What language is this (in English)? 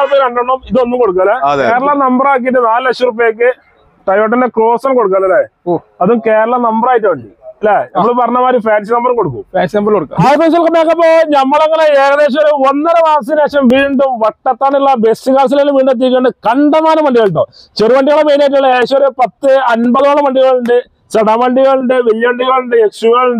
Malayalam